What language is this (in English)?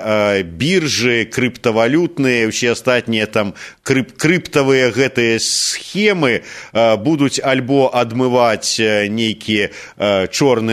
Belarusian